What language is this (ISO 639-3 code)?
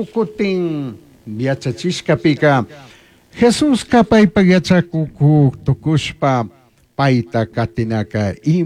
qug